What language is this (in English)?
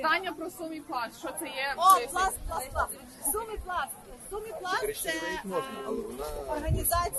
Ukrainian